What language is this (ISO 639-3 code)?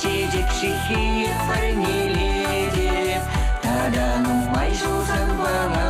chv